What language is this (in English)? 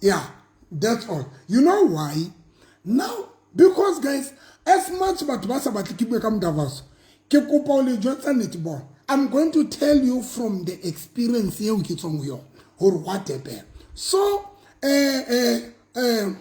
Southern Sotho